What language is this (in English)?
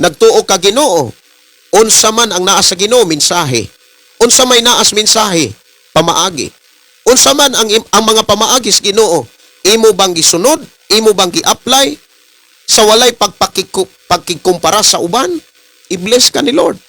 Cebuano